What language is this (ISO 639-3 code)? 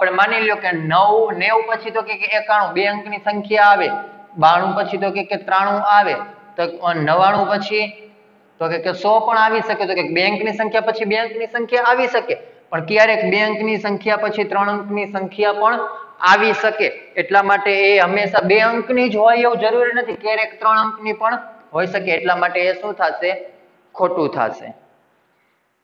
guj